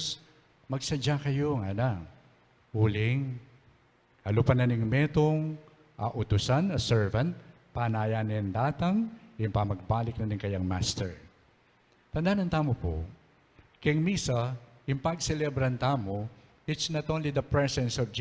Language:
Pampanga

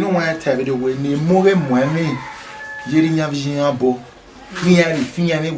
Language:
Bini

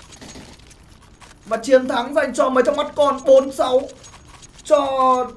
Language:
Vietnamese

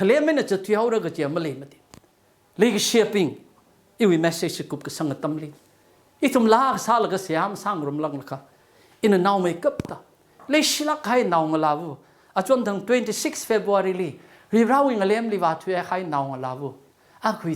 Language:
Tangkhul Naga (India)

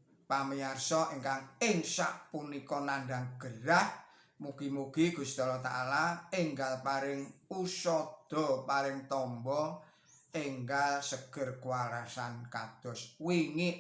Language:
Javanese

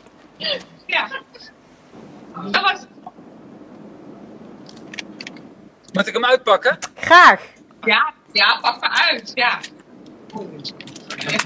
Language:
Dutch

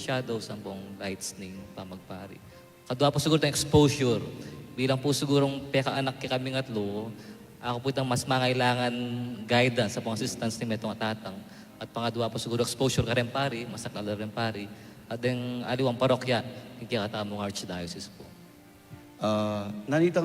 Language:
Pampanga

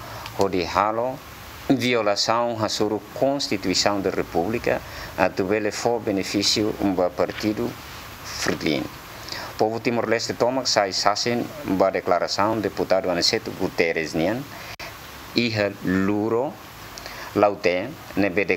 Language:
Tetum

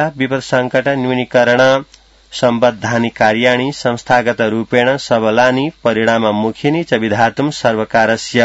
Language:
Sanskrit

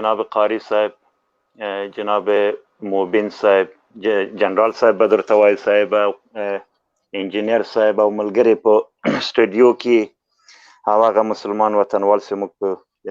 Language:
Pashto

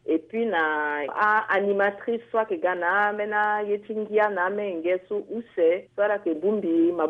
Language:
Sango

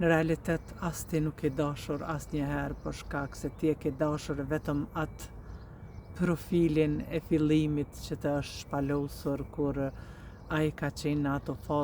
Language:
Albanian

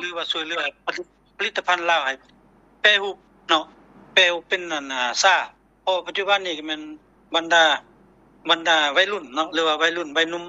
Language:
Lao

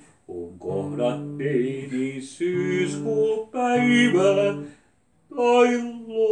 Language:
Finnish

